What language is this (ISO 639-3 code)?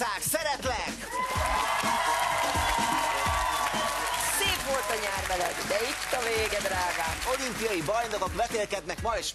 hun